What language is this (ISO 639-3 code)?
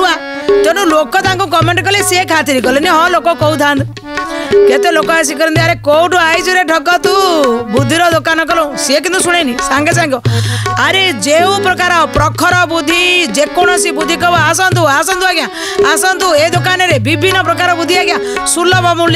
ori